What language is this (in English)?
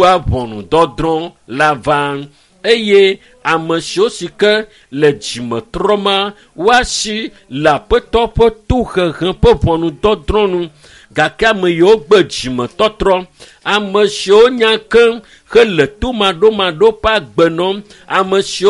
Ewe